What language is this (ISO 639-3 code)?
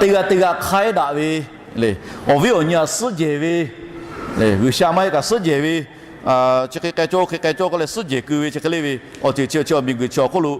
lhu